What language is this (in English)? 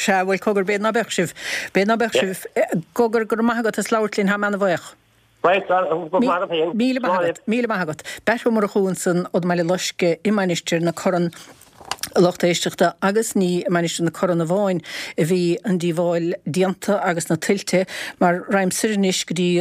Irish